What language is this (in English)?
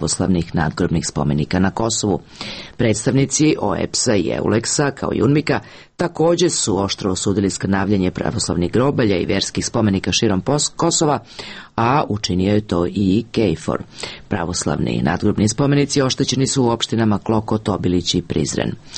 Serbian